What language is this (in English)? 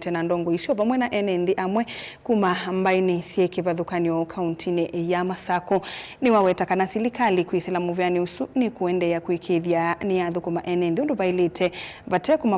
Kamba